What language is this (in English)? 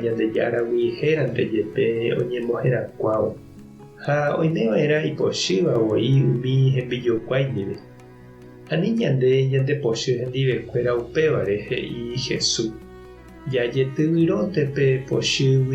Guarani